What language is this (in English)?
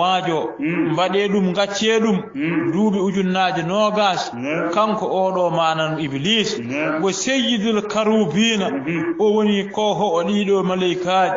Fula